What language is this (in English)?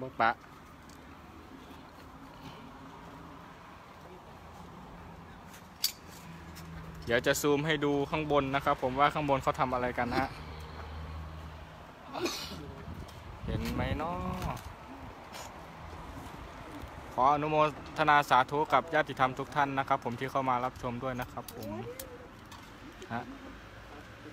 Thai